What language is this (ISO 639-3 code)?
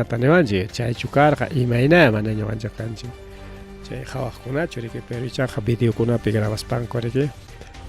quy